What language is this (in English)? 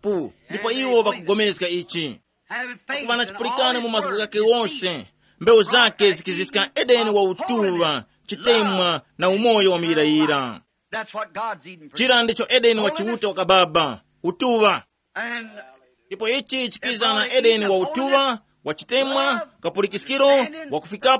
Tumbuka